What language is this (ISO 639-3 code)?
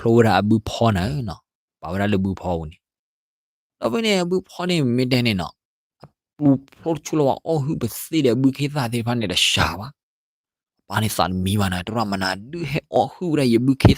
ksw